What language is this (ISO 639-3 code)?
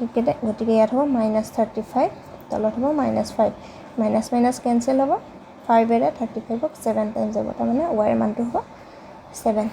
asm